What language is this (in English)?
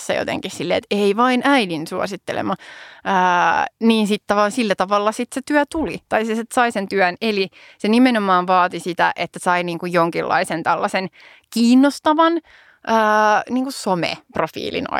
Finnish